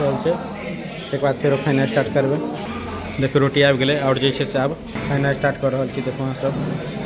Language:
Maithili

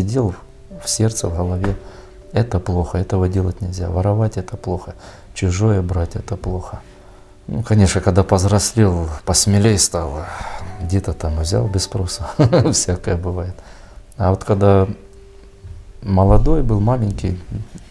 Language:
Russian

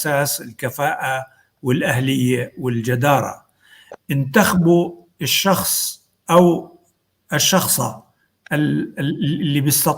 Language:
North Levantine Arabic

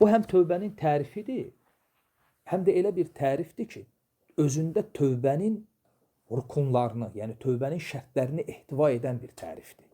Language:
Azerbaijani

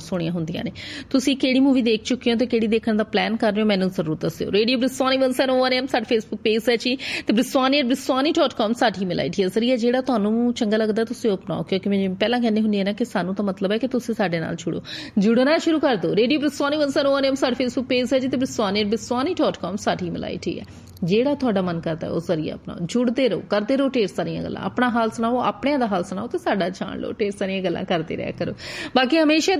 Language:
Punjabi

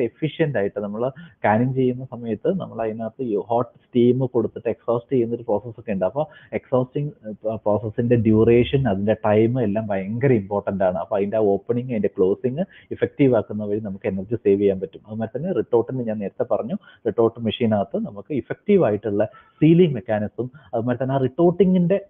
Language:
Malayalam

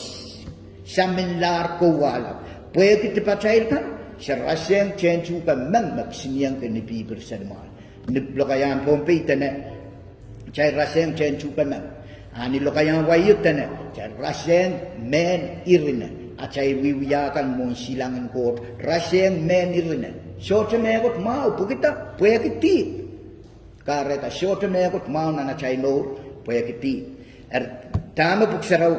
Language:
Pohnpeian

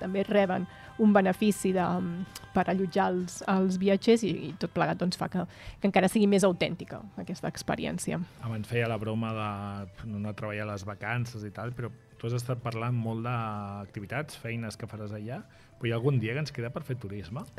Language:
Catalan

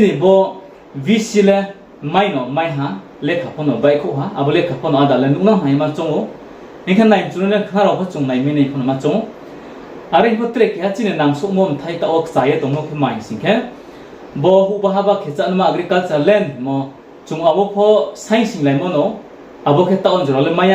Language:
Riang (India)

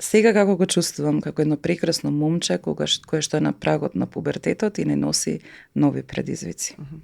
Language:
Macedonian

